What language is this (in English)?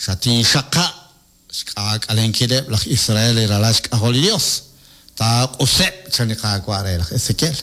Kekchí